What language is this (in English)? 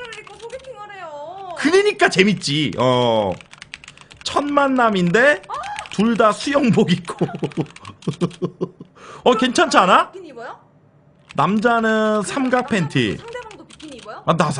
Korean